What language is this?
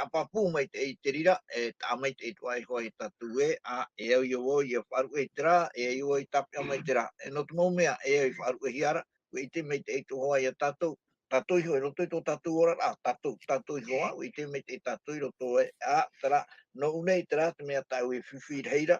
Tahitian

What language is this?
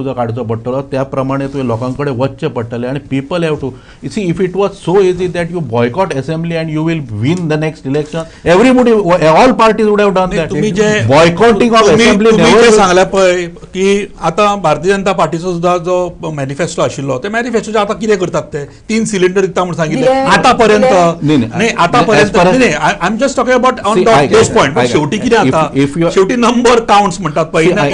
Konkani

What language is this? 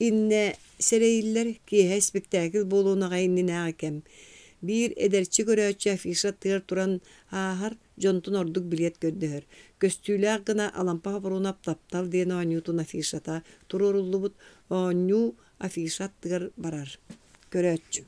Yakut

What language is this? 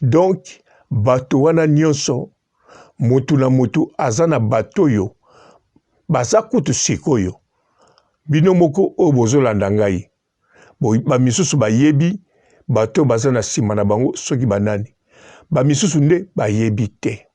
Lingala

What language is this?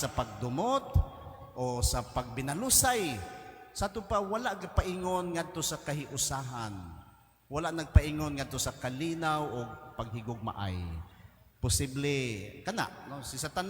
Cebuano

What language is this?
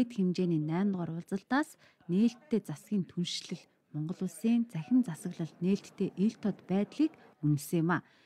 Mongolian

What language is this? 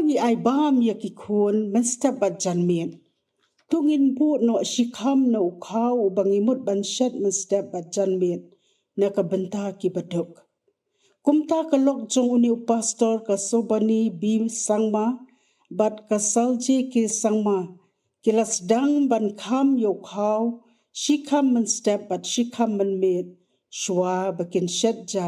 Khasi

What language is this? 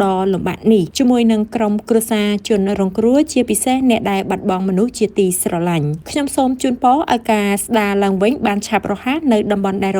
Khmer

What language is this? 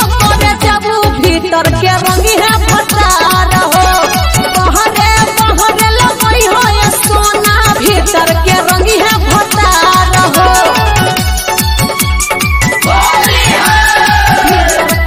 Bhojpuri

